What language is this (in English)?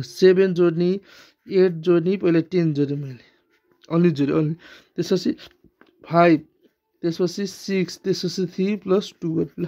Nepali